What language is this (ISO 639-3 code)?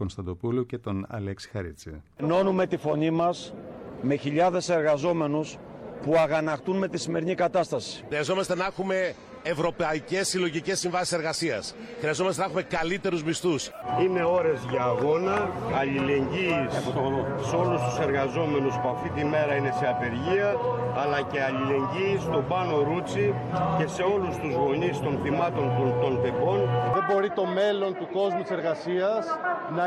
ell